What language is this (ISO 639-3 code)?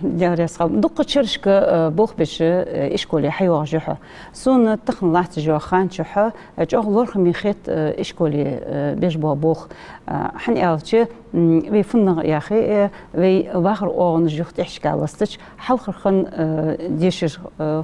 inh